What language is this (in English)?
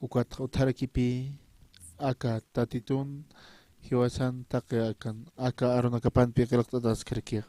Aymara